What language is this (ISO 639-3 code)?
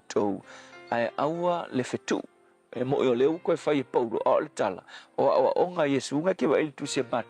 smo